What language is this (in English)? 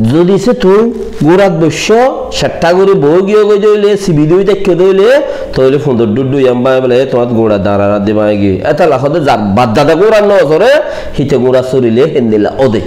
Rohingya